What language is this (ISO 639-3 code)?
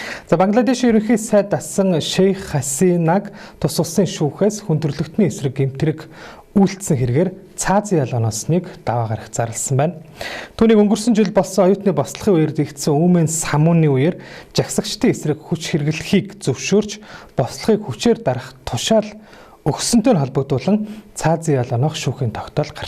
mon